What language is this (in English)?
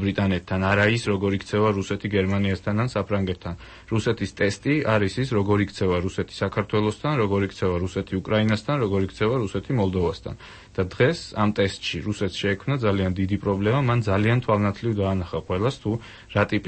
Georgian